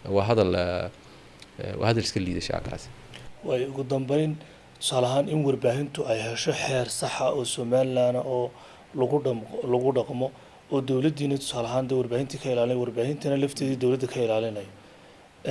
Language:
Somali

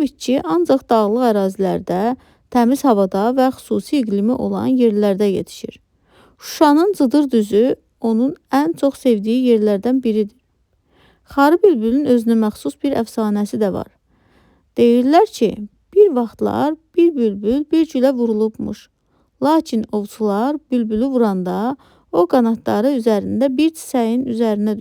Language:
Azerbaijani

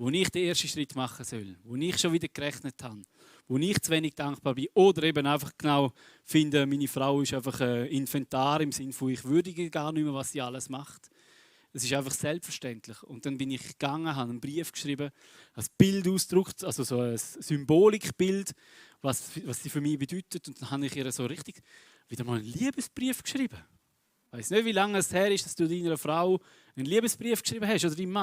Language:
Swiss German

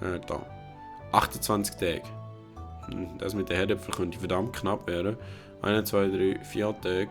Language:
Swiss German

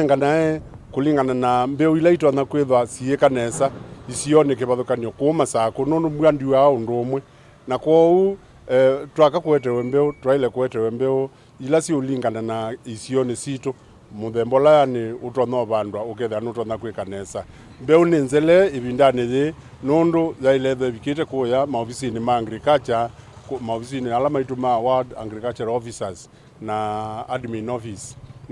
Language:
Kamba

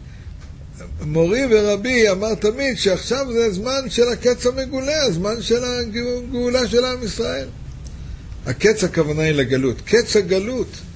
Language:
Hebrew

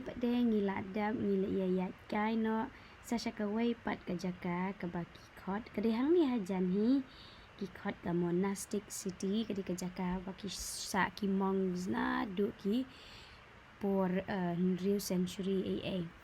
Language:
Khasi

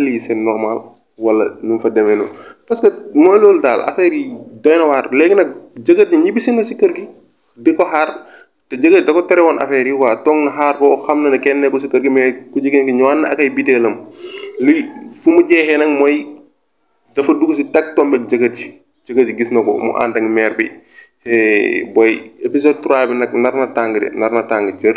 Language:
Wolof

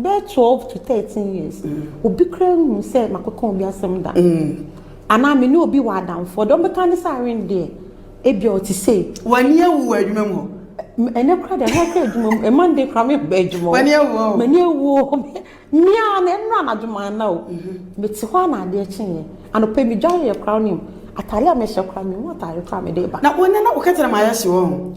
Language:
Akan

